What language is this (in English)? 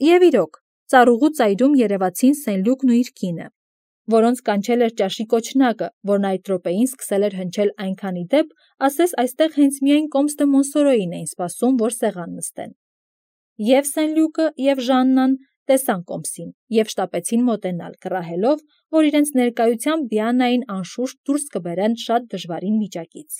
Armenian